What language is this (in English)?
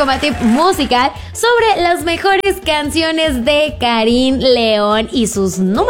Spanish